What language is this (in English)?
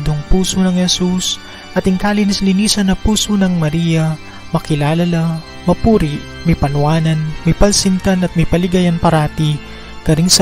Pampanga